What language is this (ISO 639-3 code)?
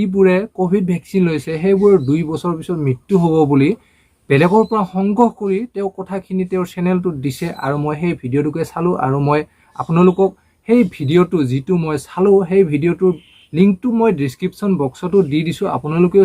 asm